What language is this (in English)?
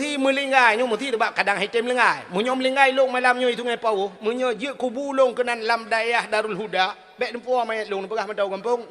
Achinese